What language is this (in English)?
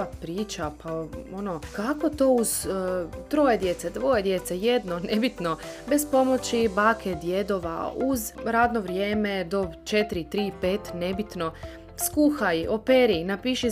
Croatian